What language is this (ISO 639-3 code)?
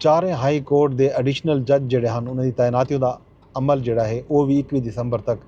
skr